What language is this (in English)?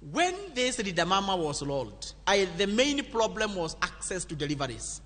Luo (Kenya and Tanzania)